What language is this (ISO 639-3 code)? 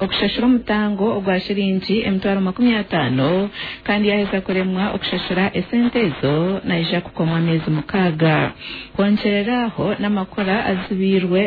nyn